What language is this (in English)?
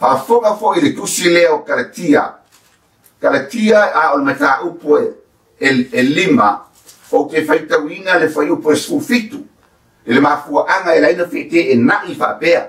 Samoan